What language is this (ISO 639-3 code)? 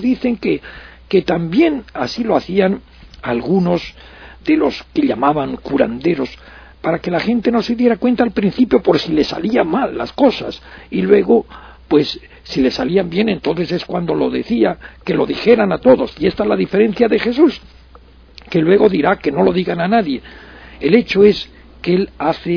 spa